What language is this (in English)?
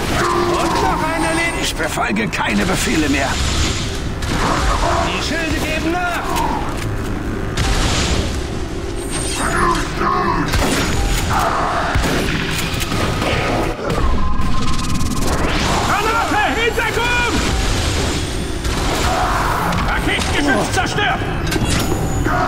German